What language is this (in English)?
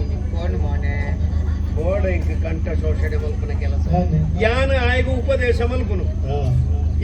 Tulu